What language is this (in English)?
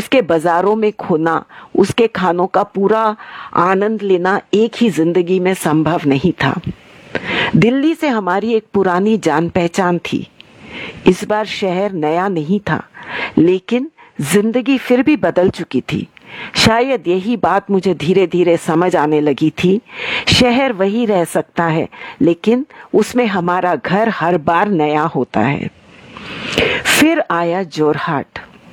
Hindi